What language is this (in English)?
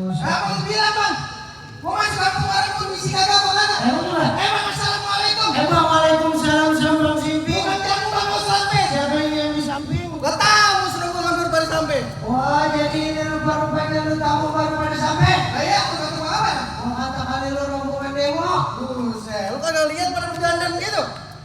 Betawi